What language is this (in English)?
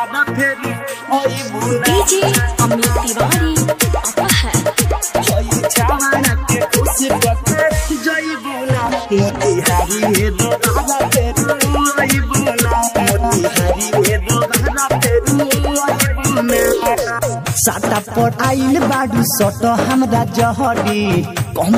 Bhojpuri